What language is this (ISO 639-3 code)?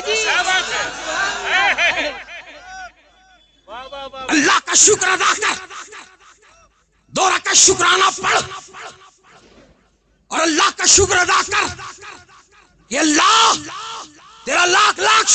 urd